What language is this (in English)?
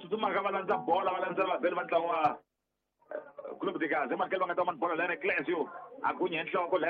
Tsonga